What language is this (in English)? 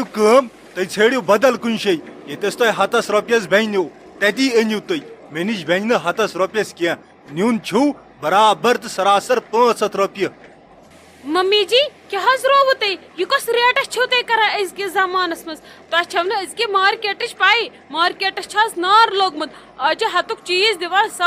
Kashmiri